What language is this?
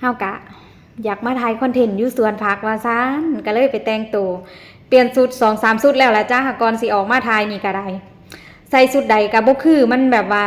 Northeastern Thai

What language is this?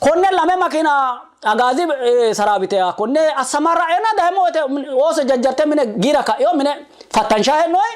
Sidamo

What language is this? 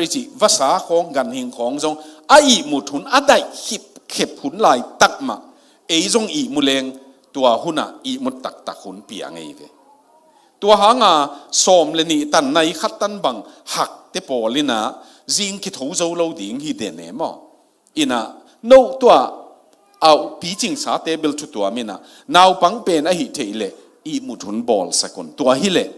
Tedim Chin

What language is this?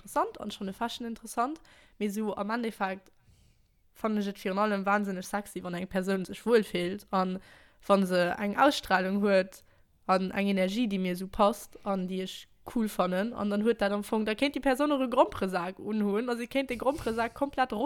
Luxembourgish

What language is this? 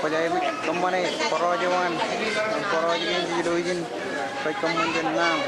Marshallese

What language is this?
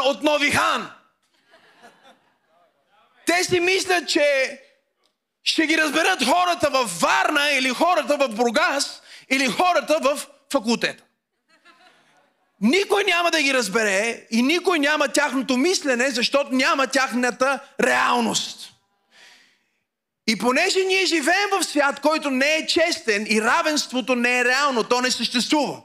Bulgarian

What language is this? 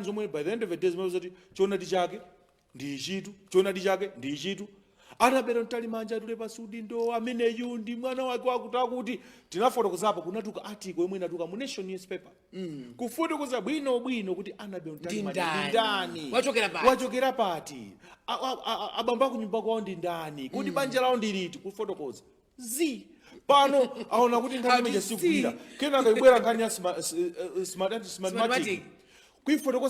Nyanja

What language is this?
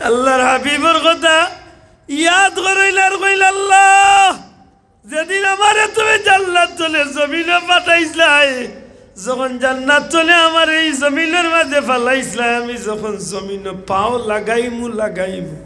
Sylheti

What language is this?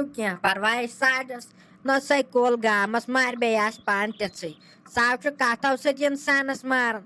Kashmiri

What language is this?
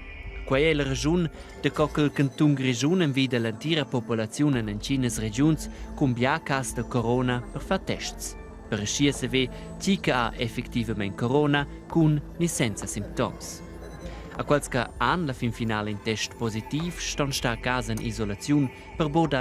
Romansh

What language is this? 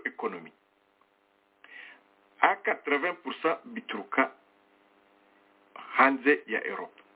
Kinyarwanda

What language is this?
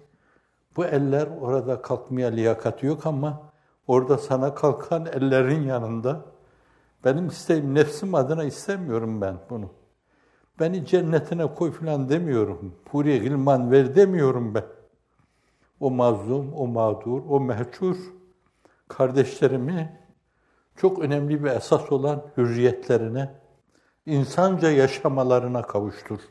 Turkish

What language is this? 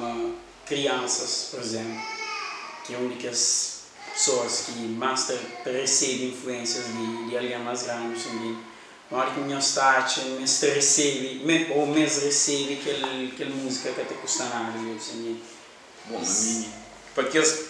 Kabuverdianu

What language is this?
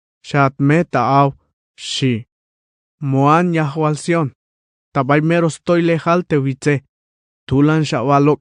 Tzeltal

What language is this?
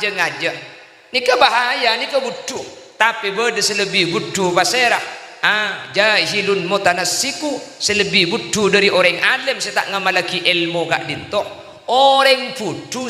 Madurese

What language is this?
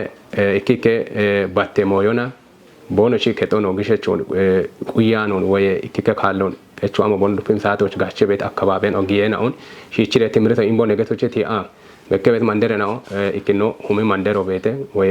Kafa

